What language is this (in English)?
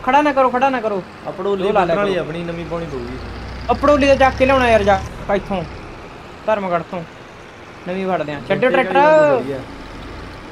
Punjabi